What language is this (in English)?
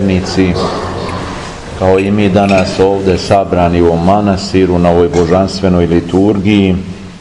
Serbian